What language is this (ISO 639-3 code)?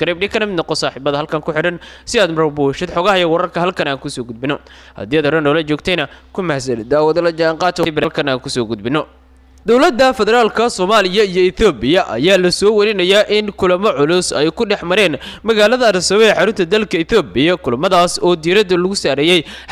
som